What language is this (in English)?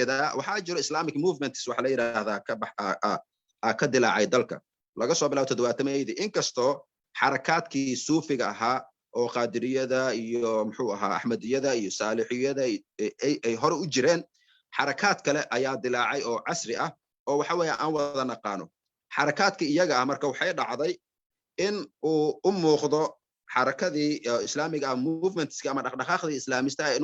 Somali